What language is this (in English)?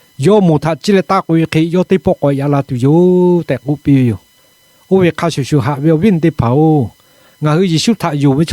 Lahu